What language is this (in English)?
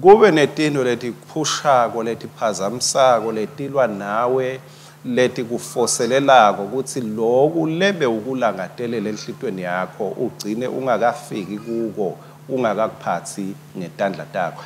Swati